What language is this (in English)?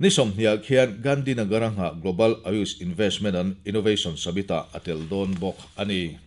Mizo